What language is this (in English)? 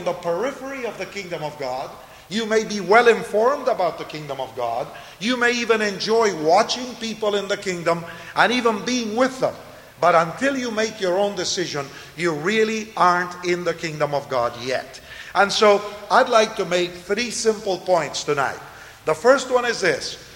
English